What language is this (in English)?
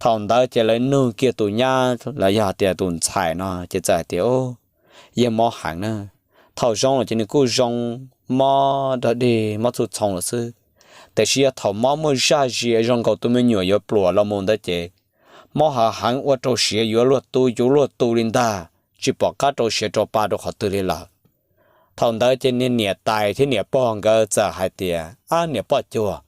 Hmong